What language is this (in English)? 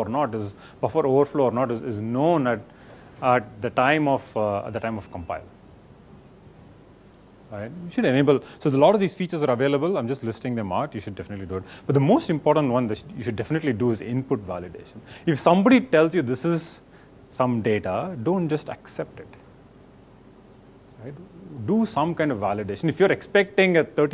English